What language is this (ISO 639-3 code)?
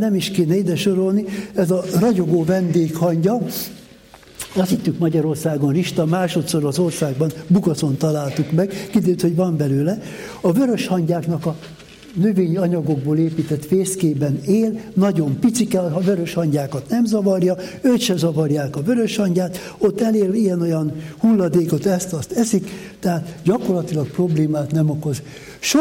hun